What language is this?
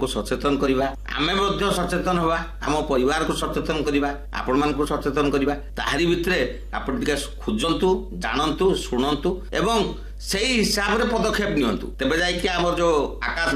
Odia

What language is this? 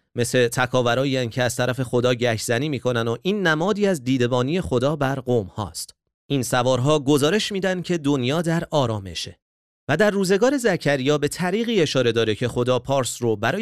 Persian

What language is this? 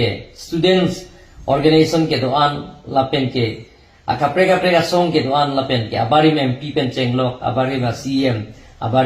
Karbi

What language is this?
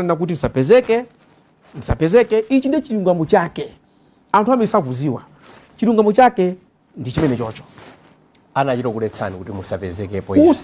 Nyanja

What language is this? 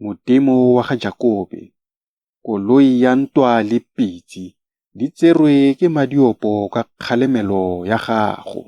Tswana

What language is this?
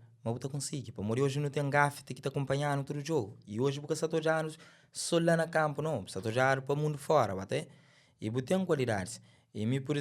Kabuverdianu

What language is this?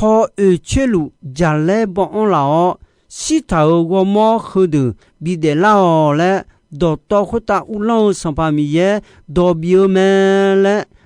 Akha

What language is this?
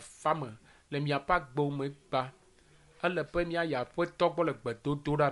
Ewe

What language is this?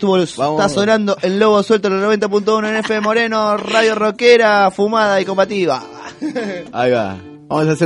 Spanish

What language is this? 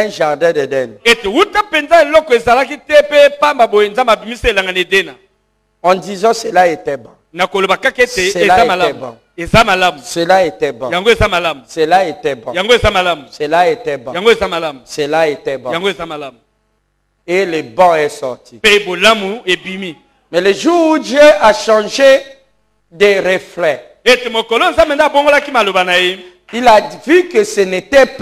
French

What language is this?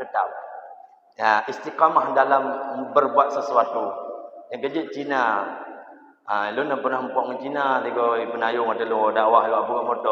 Achinese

